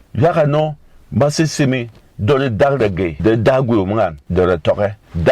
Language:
Berom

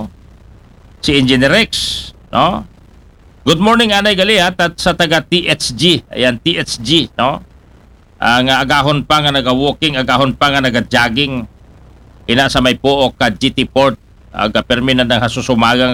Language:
Aklanon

